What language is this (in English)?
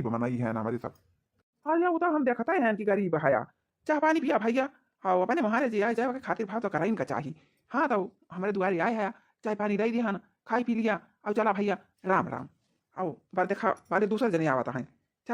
Awadhi